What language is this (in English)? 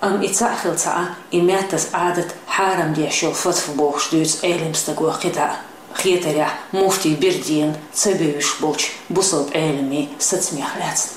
Chechen